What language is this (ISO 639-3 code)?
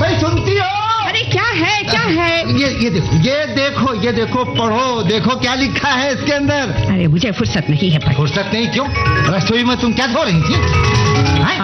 hin